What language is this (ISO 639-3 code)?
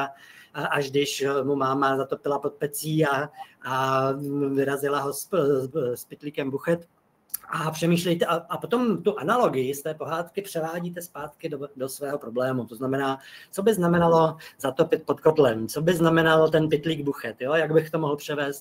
ces